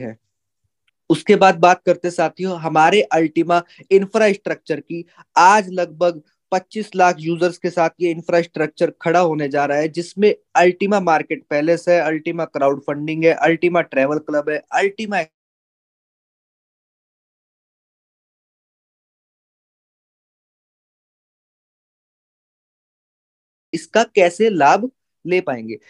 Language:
Hindi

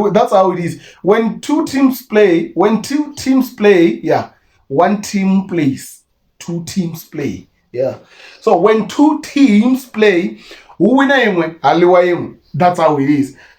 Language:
Venda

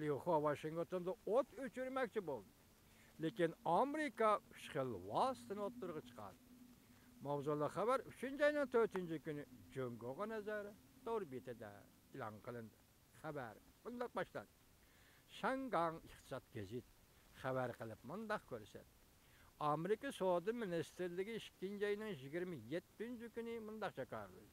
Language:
Uyghur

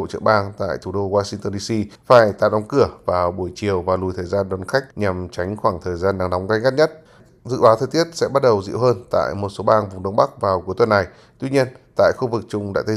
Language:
Vietnamese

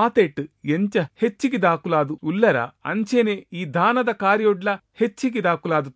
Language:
Tulu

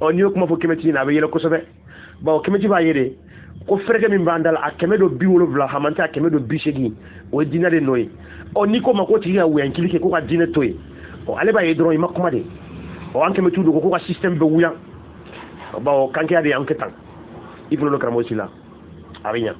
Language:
Bambara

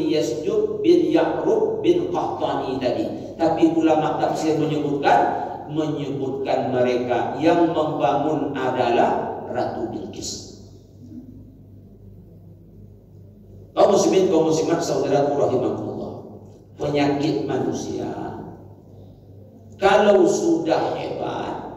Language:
Indonesian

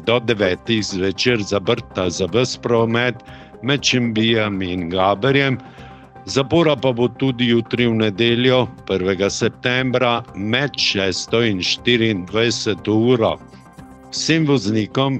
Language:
Slovenian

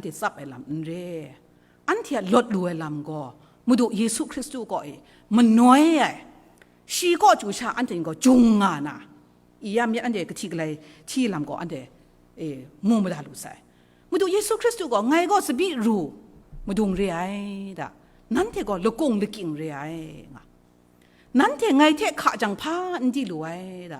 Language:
Kachin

